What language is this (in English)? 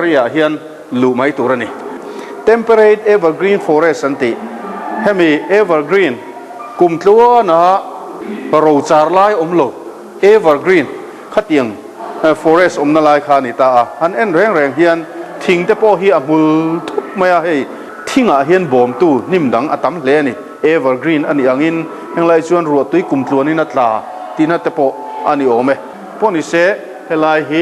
Mizo